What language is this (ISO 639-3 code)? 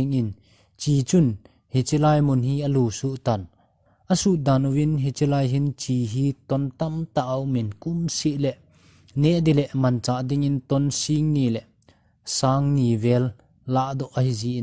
tcz